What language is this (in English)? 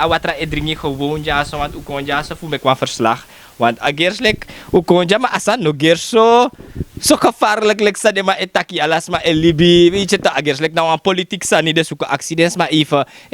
Sranan Tongo